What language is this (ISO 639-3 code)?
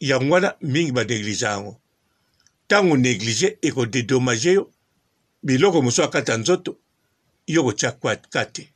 lin